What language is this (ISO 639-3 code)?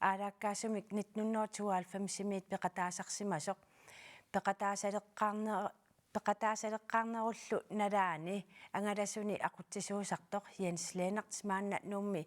kal